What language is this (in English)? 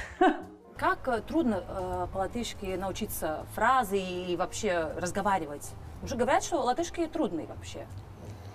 Russian